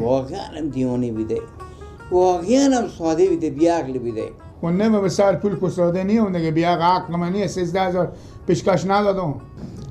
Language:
Persian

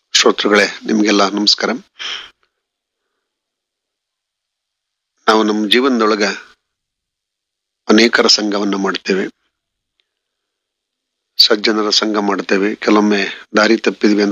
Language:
Kannada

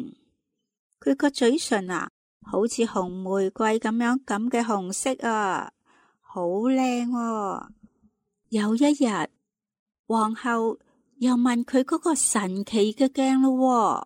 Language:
Cantonese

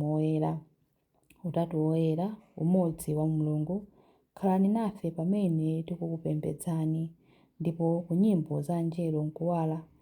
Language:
Nyanja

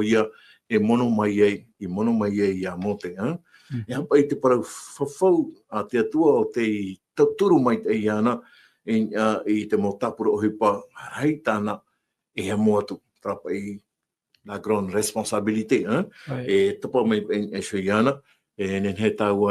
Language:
Tahitian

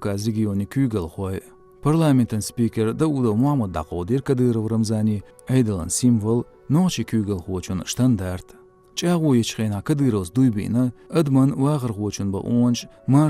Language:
Chechen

